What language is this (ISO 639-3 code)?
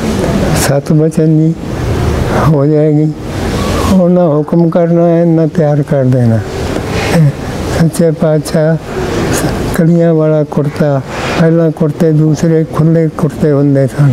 pan